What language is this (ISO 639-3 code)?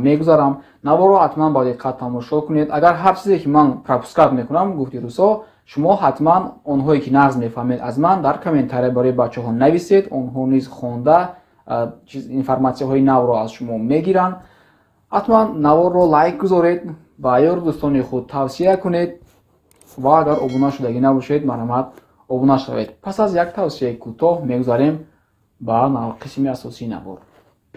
tgk